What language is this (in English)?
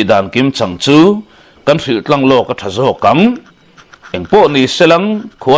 Mizo